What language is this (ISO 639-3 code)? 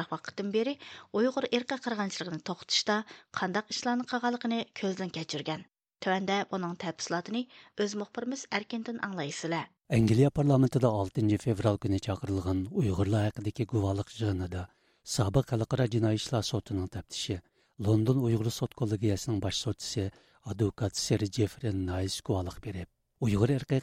uig